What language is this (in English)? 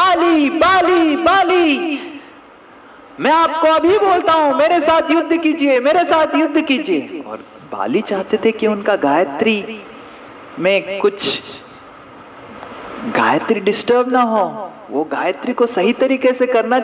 Hindi